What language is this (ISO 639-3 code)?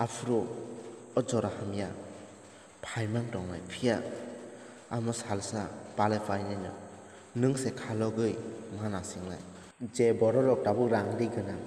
trp